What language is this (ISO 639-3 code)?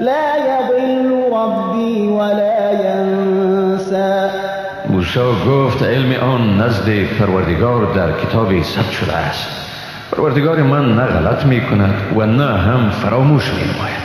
fas